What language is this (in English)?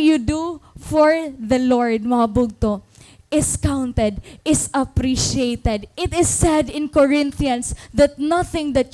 Waray